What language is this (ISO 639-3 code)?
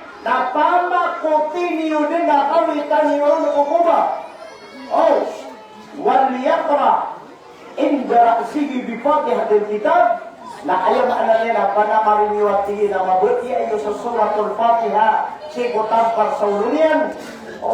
mrw